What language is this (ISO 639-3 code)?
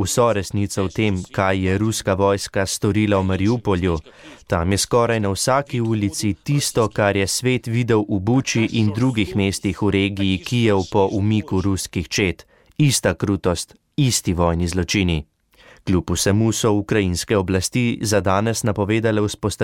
slv